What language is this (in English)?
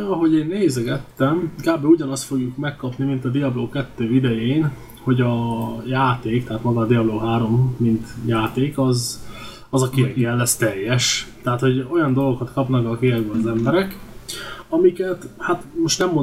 Hungarian